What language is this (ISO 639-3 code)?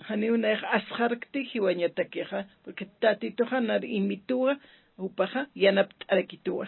aym